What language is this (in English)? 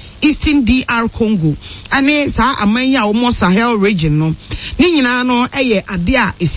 Akan